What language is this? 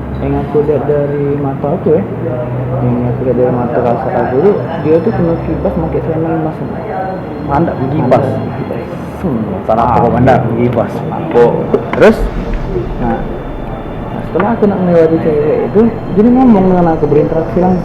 Musi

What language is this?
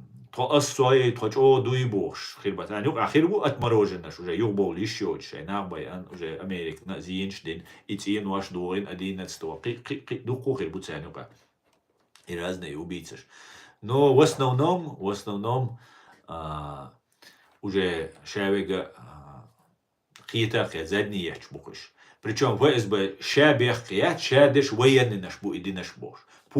Chechen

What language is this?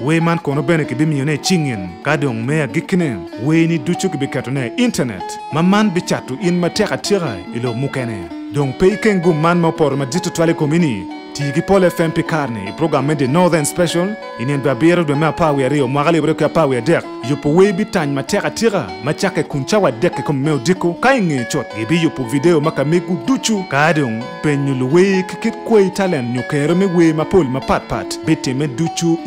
Acoli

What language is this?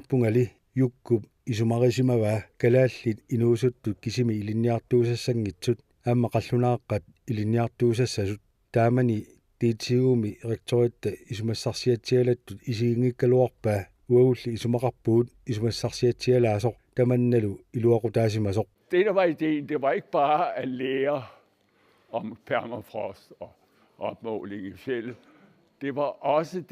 Kalaallisut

